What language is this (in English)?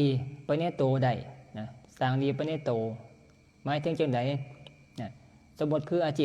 Northeastern Thai